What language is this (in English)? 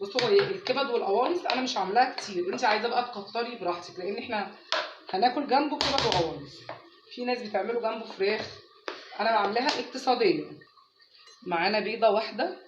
Egyptian Arabic